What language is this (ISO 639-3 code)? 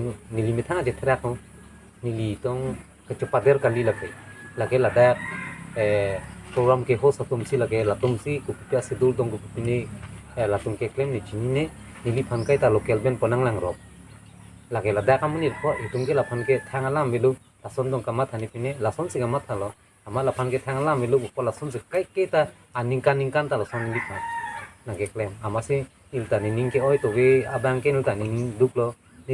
mjw